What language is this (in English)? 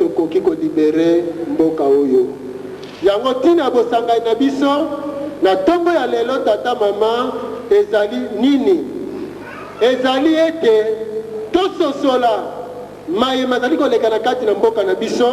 Lingala